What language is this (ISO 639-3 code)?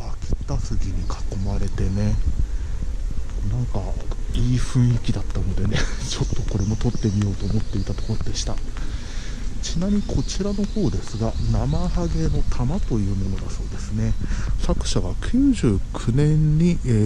jpn